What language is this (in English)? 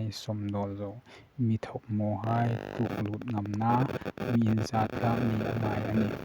Hmar